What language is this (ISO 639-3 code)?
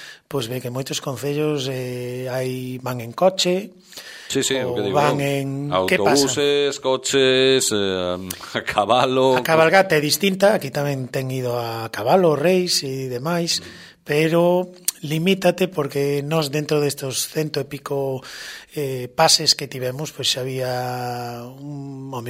glg